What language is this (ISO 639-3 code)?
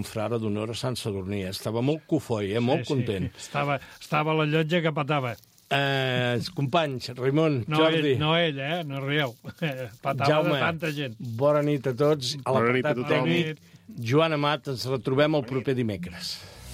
cat